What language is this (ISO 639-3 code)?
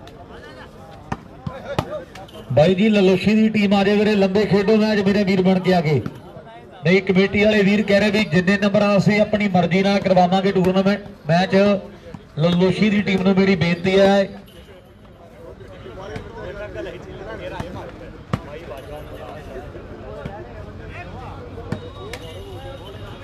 pan